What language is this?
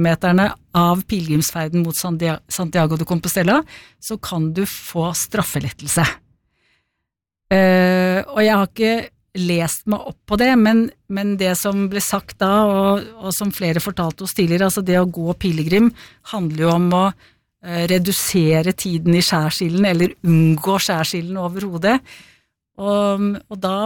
Norwegian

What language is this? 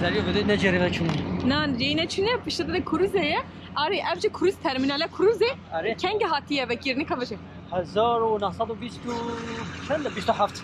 Kurdish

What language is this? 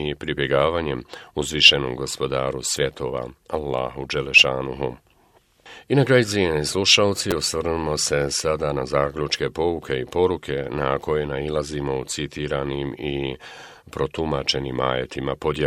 Bosnian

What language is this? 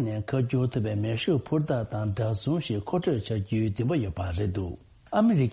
Tibetan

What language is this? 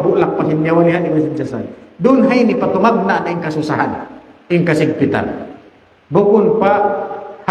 Tausug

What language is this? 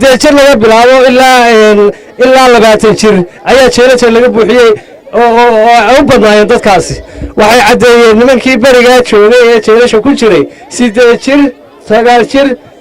Somali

